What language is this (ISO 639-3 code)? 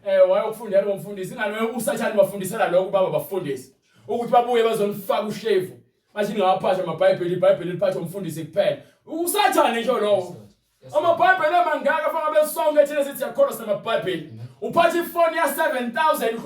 zul